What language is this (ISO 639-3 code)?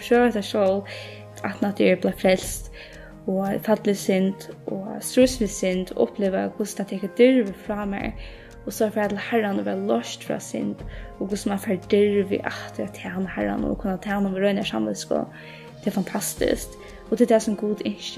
fao